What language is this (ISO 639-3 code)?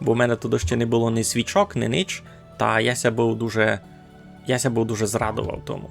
rue